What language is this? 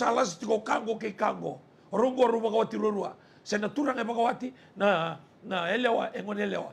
Fijian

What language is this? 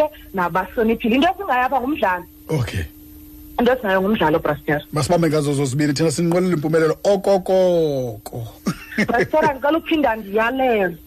Xhosa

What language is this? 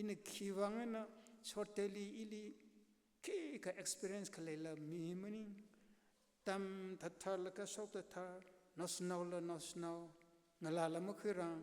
Tangkhul Naga (India)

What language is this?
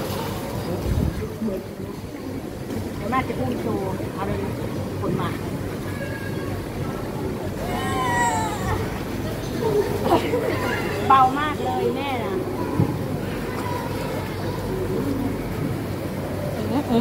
Thai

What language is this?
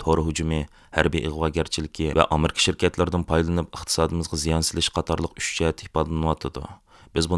Uyghur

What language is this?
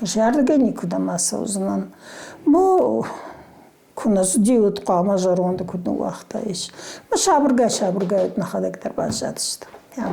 Ossetic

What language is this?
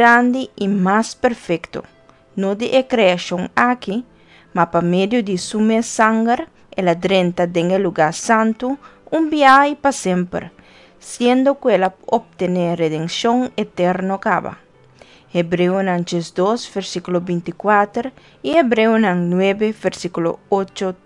Papiamento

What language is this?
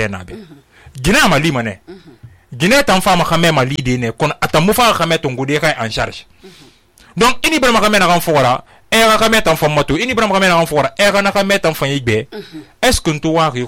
Susu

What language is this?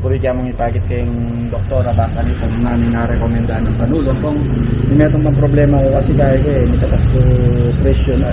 Pampanga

